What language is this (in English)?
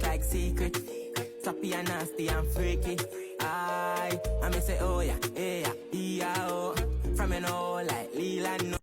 Jamaican Creole English